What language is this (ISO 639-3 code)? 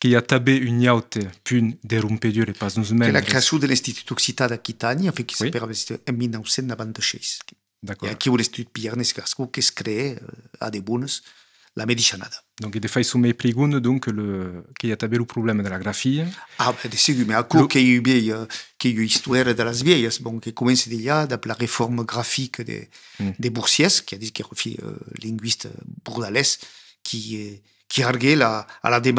oci